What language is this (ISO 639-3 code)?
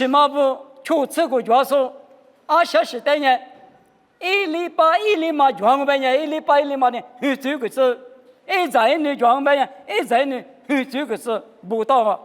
lis